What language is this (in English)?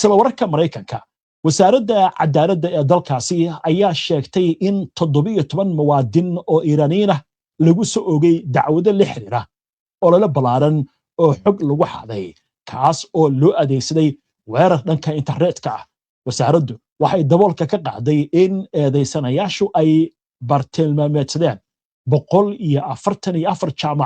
Somali